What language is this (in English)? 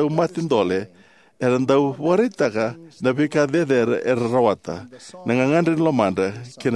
Fijian